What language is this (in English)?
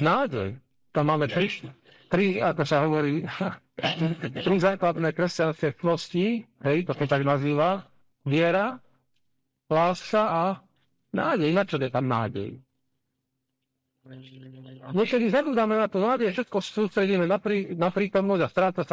Slovak